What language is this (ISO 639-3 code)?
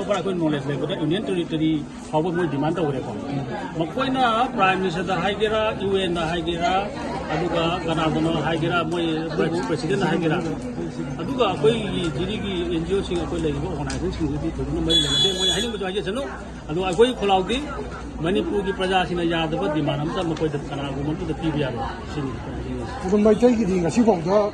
mni